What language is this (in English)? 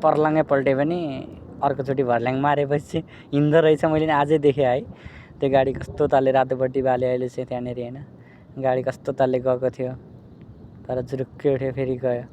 Nepali